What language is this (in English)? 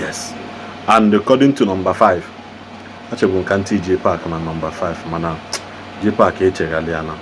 Igbo